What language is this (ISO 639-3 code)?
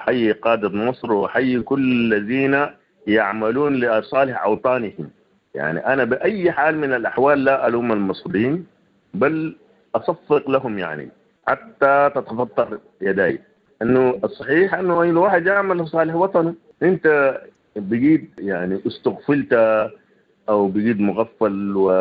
apd